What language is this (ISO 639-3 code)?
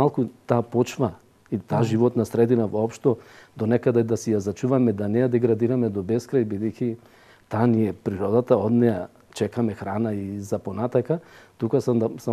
mkd